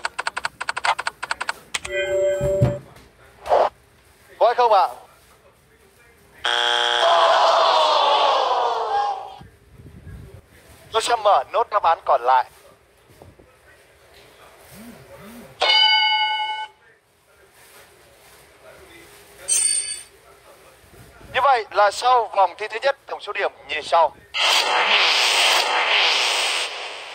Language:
Vietnamese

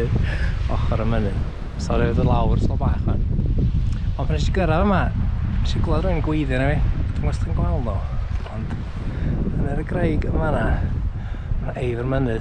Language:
Welsh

